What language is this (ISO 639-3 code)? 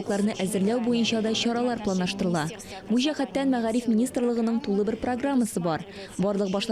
tat